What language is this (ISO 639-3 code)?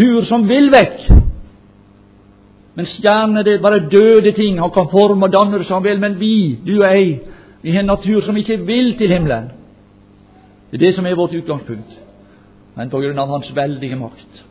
nor